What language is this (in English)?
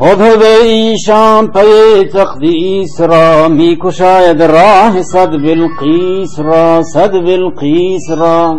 Baluchi